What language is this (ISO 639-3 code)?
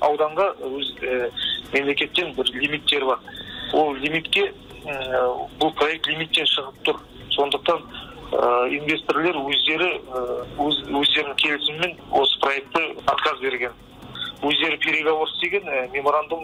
kaz